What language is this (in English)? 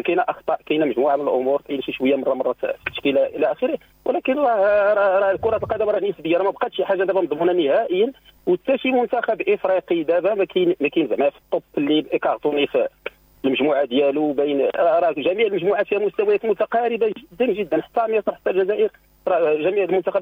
Moroccan Arabic